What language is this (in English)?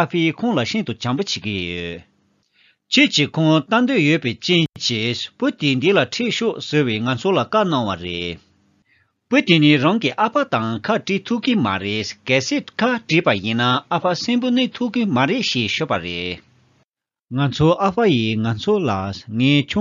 Tibetan